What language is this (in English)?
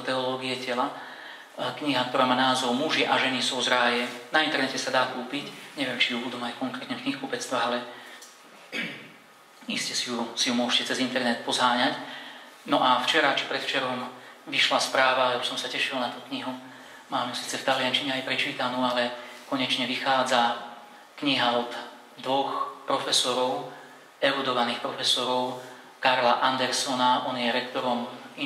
Slovak